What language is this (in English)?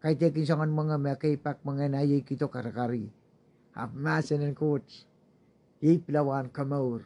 Pohnpeian